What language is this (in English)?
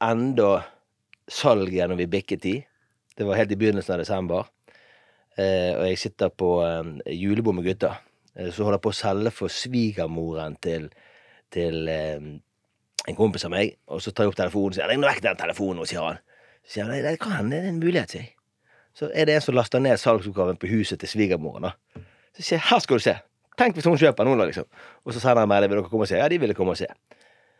Norwegian